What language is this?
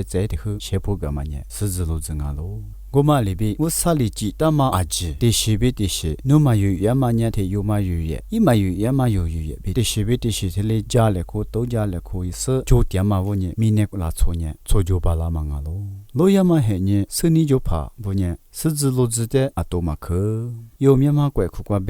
Lisu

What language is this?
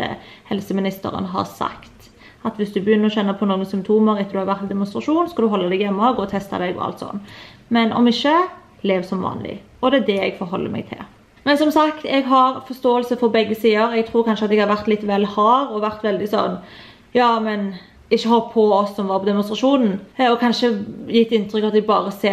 Norwegian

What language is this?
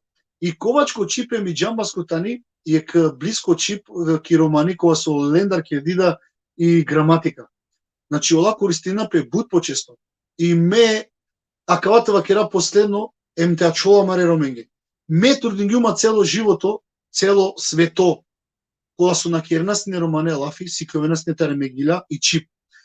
Balkan Romani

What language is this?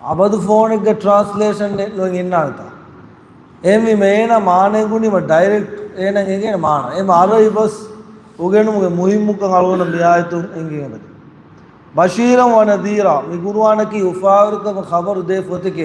Divehi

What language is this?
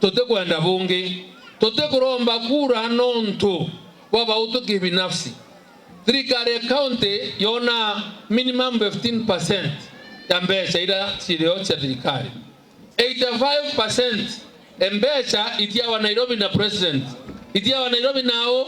Meru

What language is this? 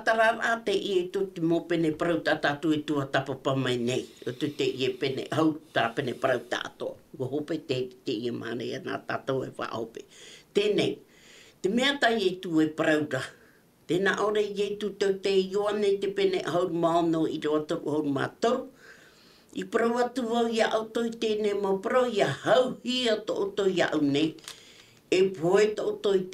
Tahitian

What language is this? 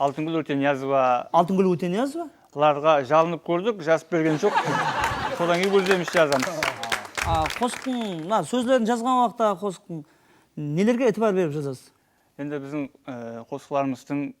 Kara-Kalpak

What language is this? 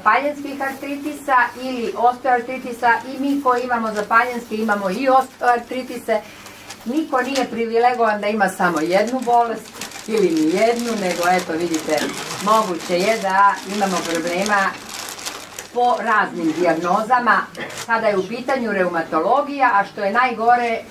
Serbian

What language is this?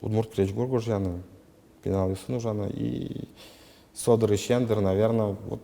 Udmurt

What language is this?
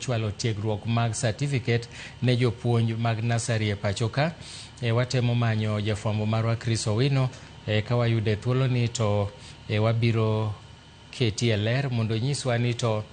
Luo (Kenya and Tanzania)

